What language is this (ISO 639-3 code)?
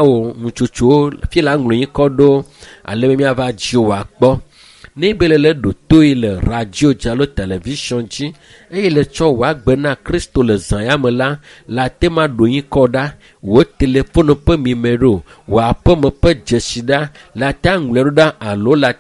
ewe